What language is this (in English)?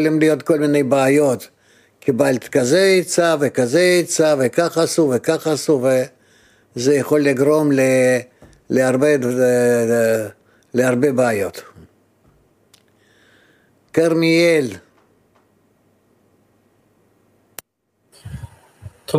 Hebrew